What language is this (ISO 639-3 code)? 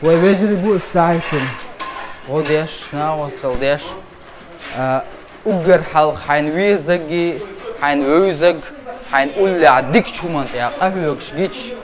che